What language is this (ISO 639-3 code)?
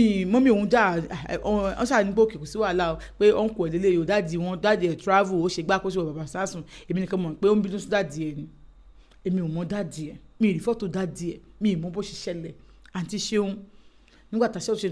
yor